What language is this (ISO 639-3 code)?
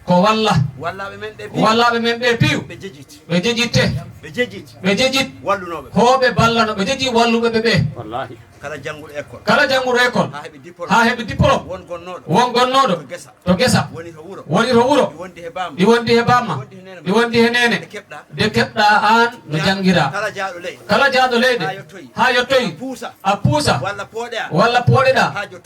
ful